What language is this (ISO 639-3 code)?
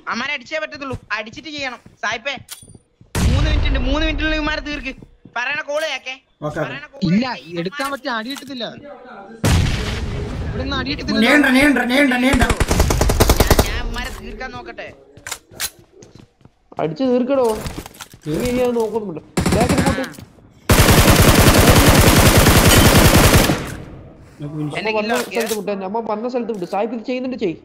mal